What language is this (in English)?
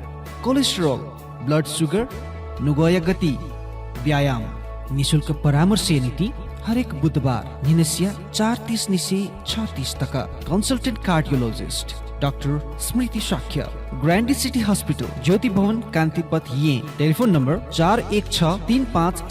Newari